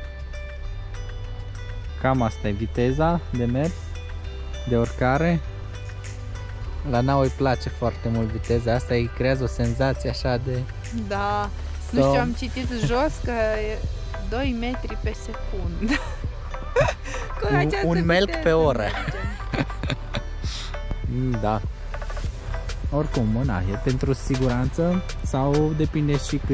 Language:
Romanian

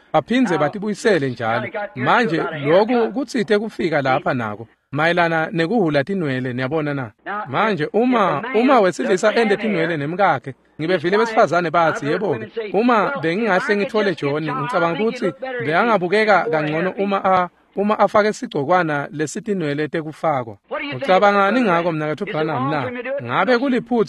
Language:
Swati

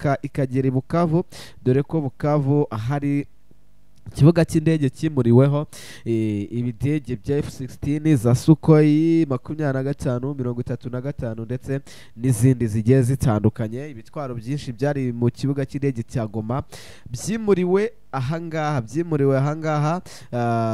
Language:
Kinyarwanda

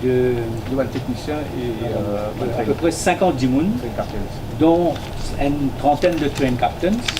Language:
Morisyen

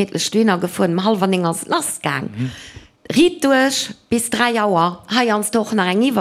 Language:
Luxembourgish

